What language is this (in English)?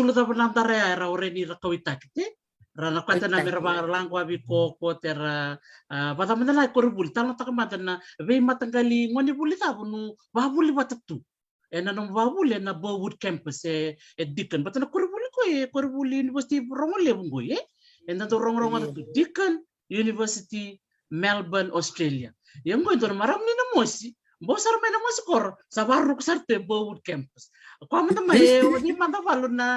Fijian